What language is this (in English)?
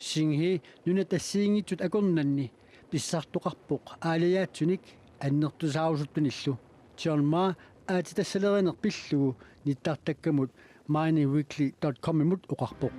Kalaallisut